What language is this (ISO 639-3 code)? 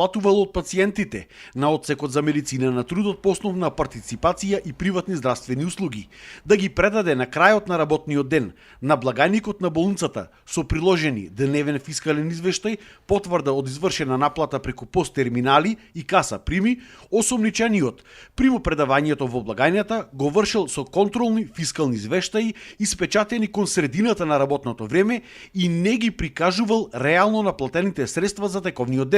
mkd